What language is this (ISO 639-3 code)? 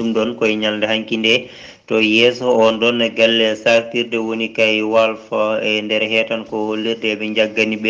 ful